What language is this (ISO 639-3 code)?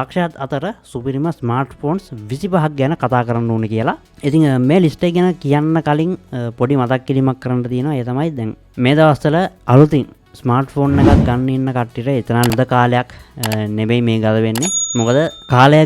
sin